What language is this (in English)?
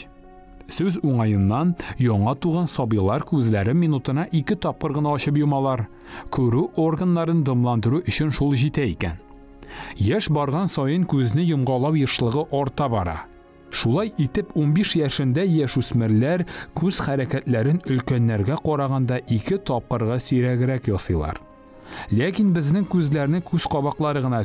Tatar